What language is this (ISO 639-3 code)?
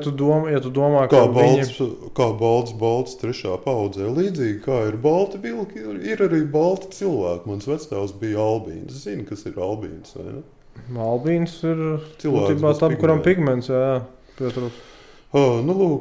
lav